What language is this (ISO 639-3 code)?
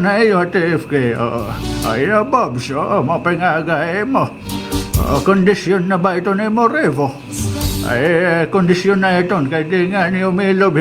war